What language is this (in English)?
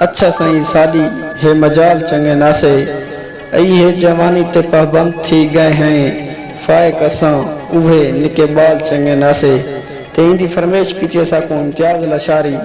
Saraiki